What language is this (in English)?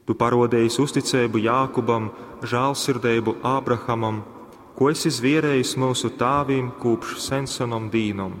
Latgalian